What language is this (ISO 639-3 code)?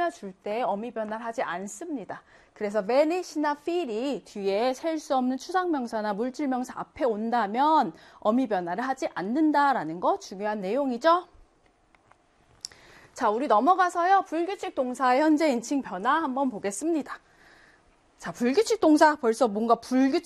kor